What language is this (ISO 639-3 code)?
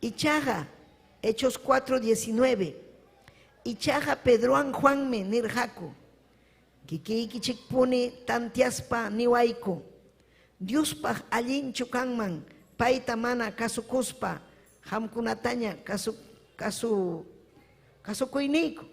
quy